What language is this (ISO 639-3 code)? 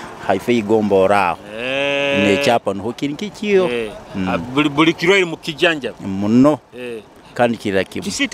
nyo